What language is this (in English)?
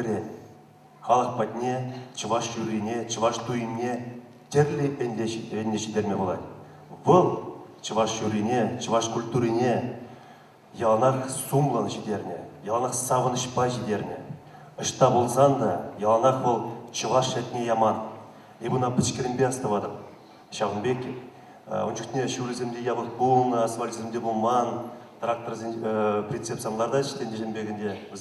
Chuvash